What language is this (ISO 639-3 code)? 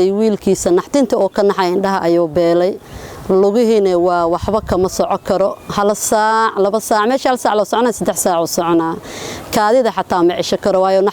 som